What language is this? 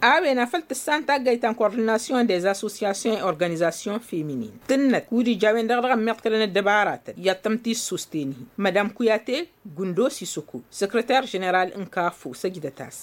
Tamasheq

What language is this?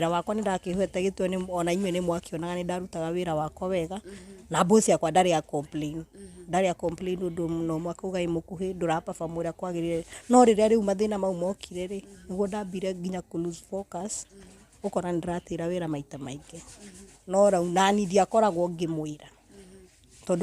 Kikuyu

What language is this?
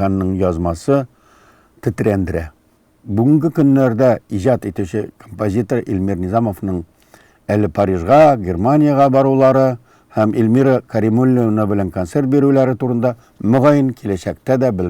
Tatar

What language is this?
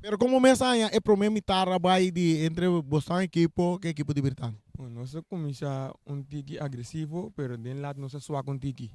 Papiamento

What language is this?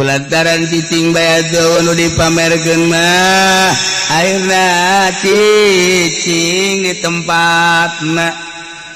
Sundanese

